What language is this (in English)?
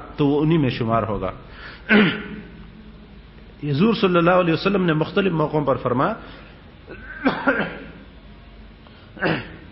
Urdu